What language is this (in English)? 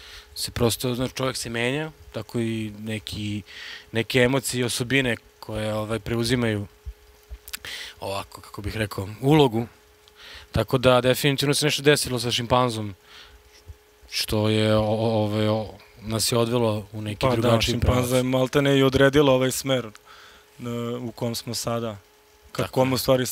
Serbian